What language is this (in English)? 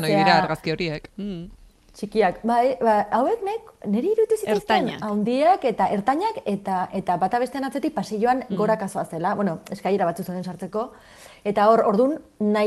Basque